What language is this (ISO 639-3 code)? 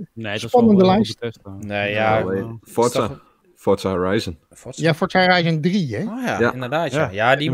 nld